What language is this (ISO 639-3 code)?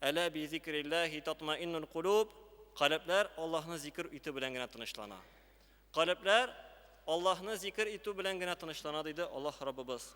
tat